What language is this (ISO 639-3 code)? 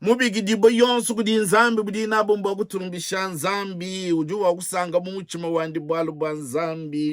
lua